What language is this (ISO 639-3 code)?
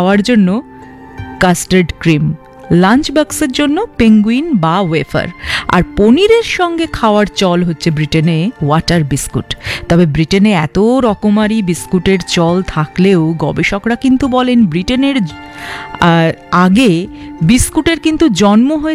ben